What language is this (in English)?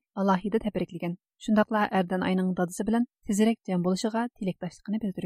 Uyghur